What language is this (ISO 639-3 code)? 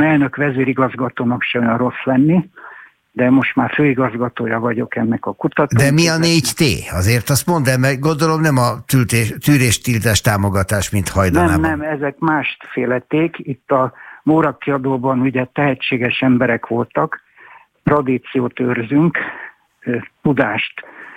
hun